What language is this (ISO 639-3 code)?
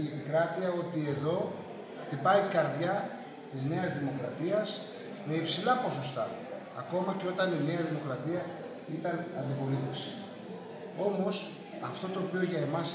ell